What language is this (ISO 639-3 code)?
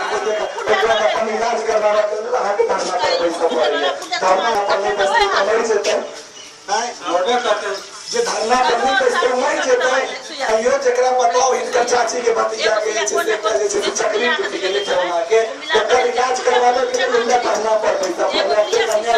mai